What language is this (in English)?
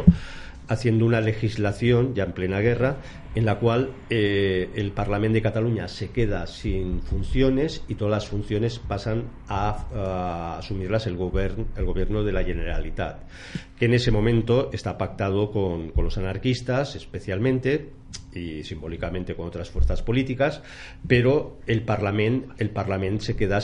Spanish